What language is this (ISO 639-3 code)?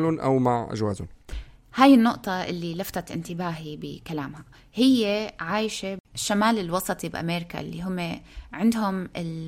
apc